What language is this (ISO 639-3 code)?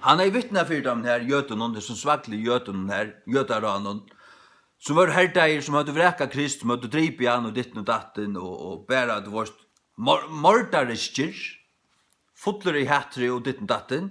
fao